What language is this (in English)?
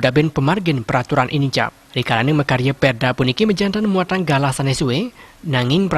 Balinese